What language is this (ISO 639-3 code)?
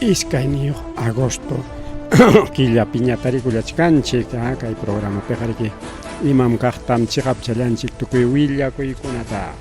quy